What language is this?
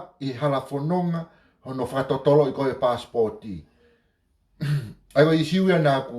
Tongan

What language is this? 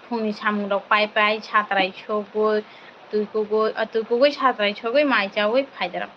Kok Borok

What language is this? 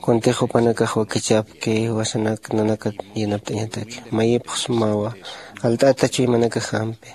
Aymara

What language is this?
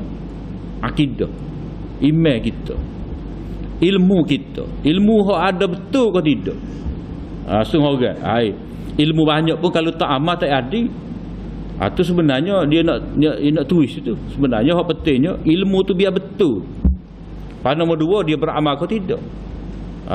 Malay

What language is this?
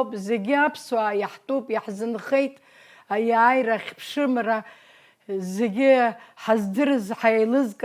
Abkhazian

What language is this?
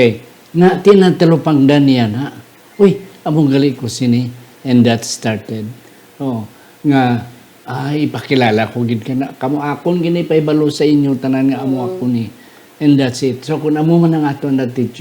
Hiligaynon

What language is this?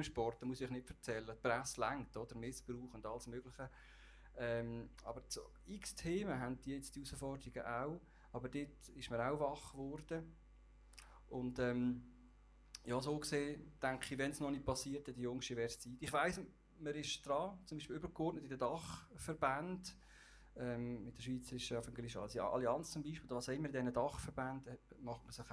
Swiss German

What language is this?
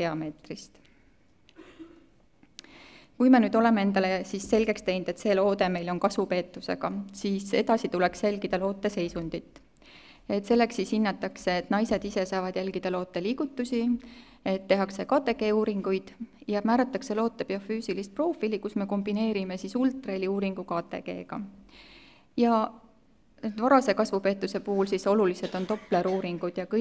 Estonian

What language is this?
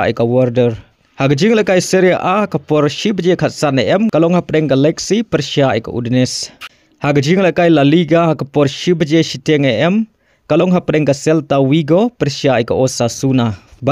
Khasi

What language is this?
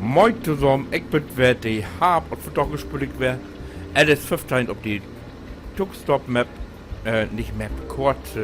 Low German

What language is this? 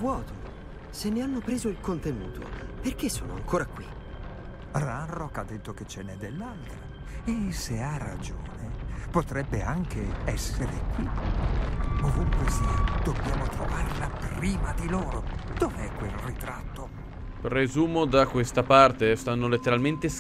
Italian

